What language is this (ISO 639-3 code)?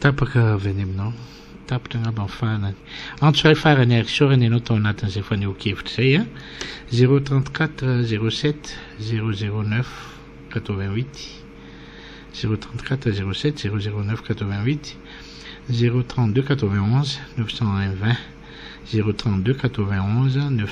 mlg